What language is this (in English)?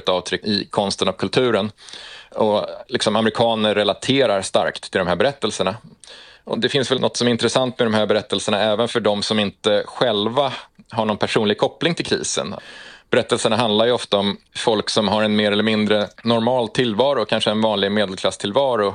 Swedish